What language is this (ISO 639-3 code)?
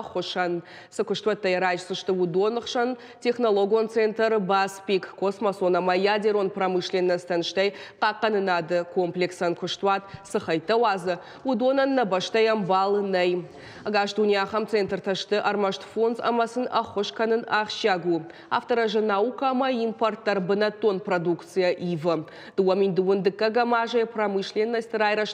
oss